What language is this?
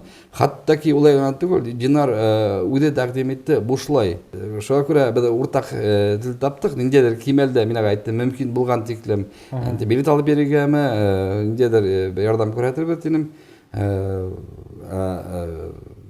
Bashkir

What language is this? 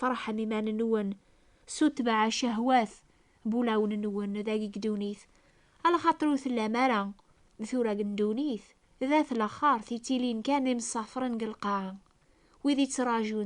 Kabyle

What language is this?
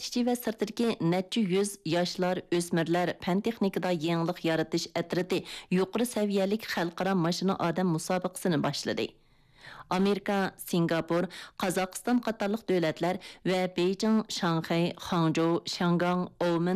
Uyghur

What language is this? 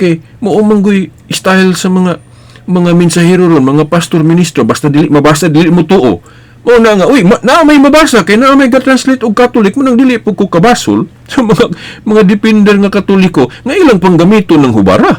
Cebuano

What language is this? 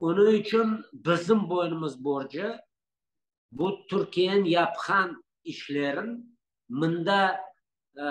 Crimean Tatar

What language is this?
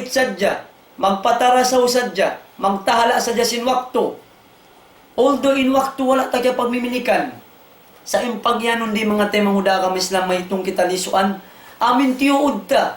Tausug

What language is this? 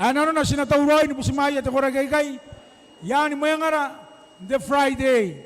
Gilbertese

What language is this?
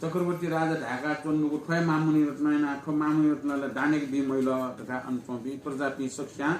Newari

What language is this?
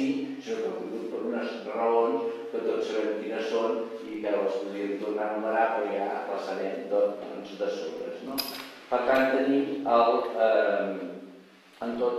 Catalan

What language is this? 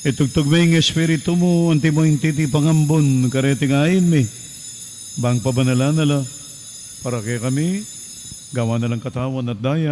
Pampanga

